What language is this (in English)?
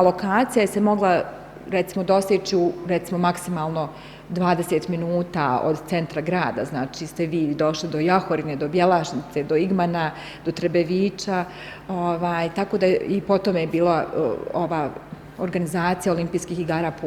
Bosnian